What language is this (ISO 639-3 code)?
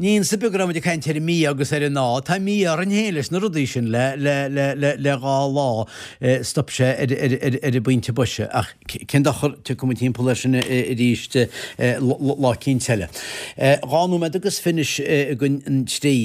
gle